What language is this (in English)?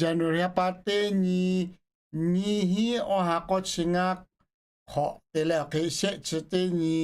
Lahu